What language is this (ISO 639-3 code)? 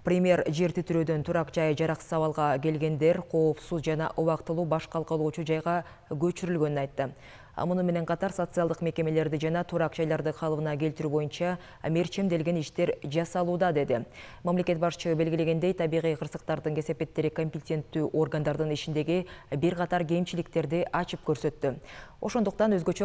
kir